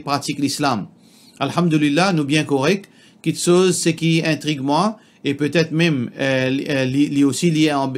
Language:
Morisyen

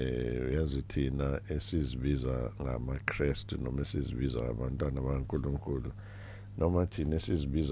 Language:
Zulu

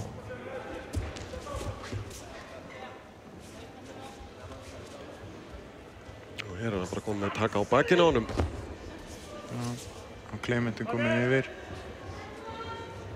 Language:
Icelandic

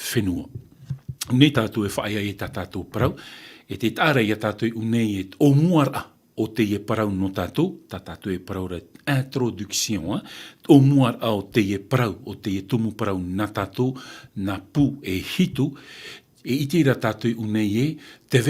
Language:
Tahitian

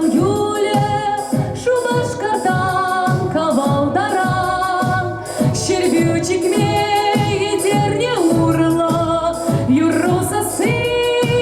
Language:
Chuvash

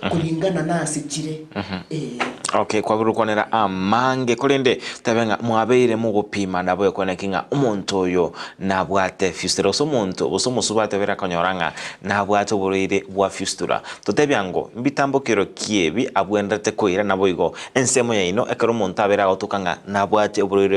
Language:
Gusii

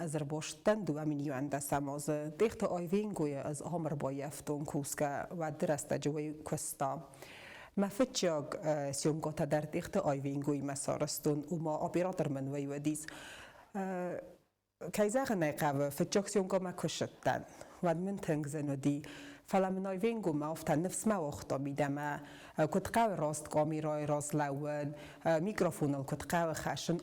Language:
Ossetic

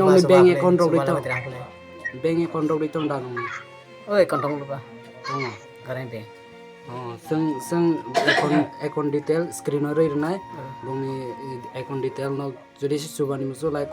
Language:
Kok Borok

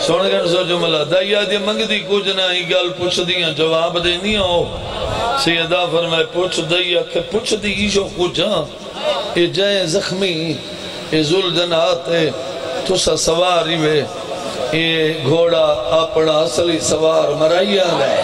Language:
Saraiki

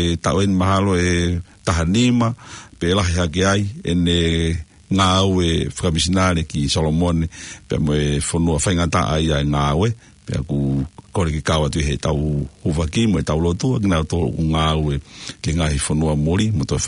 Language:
Tongan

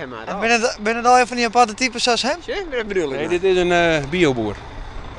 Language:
Western Frisian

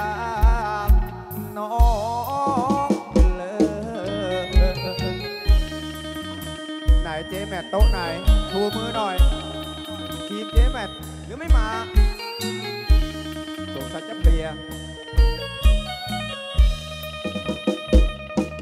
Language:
Thai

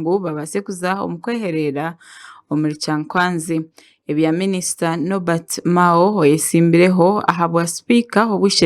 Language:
Nyankole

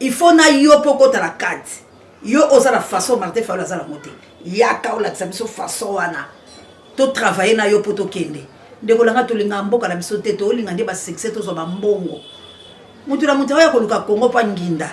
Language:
Lingala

